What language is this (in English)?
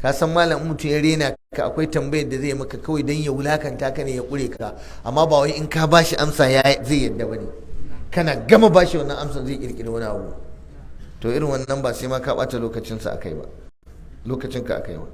Hausa